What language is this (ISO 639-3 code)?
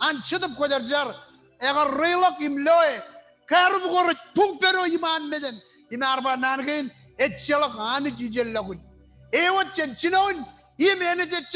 mah